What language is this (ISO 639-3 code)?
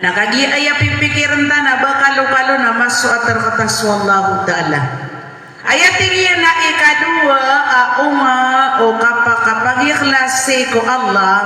mrw